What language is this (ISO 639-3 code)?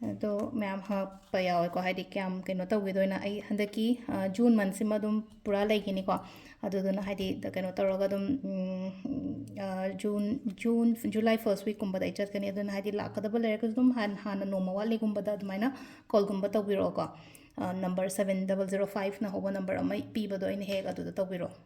mni